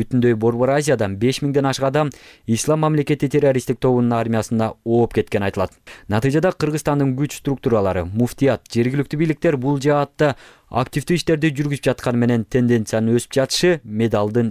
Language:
Kyrgyz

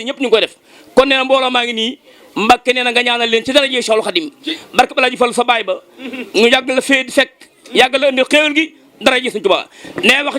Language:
Wolof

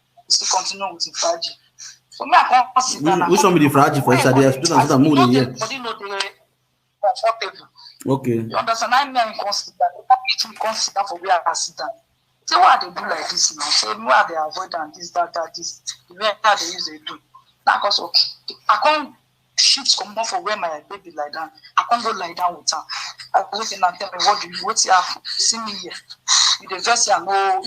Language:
Nigerian Pidgin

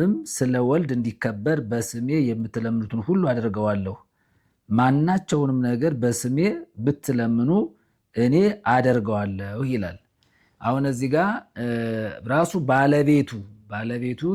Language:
Amharic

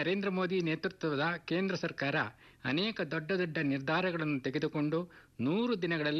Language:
Kannada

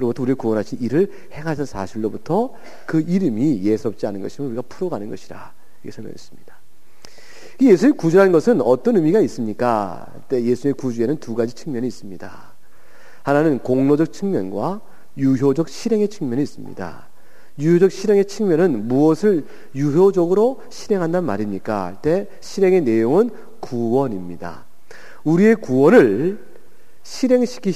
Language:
Korean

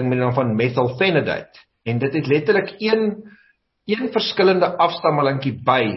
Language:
Afrikaans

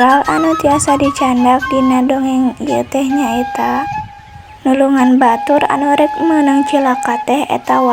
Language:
Sundanese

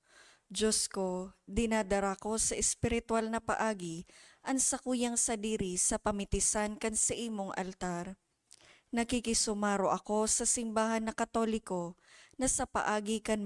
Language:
Bikol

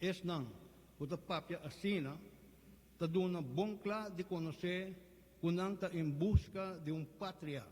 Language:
Papiamento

